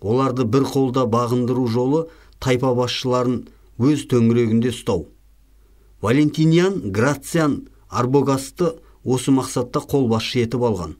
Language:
Kazakh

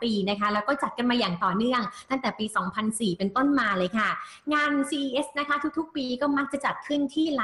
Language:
Thai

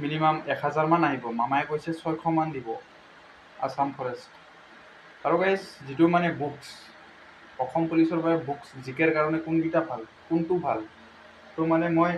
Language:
Assamese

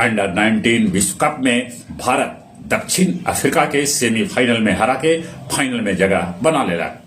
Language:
Magahi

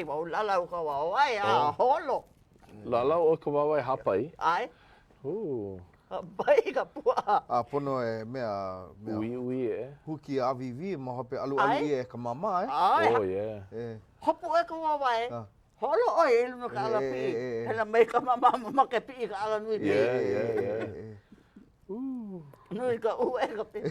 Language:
Hawaiian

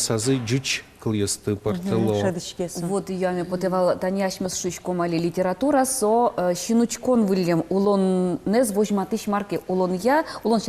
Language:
Udmurt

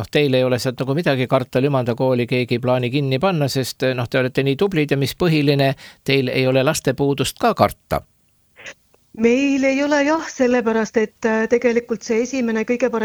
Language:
Estonian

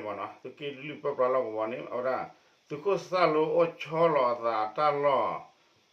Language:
S'gaw Karen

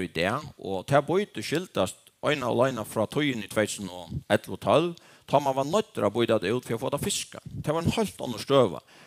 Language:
Faroese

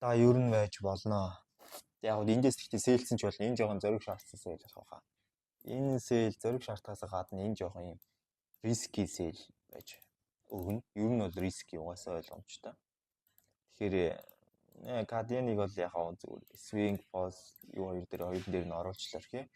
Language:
Mongolian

